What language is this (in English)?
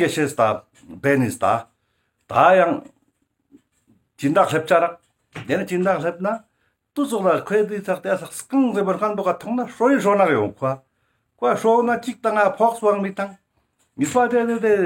Ladakhi